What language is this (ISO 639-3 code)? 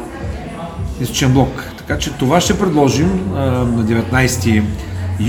bul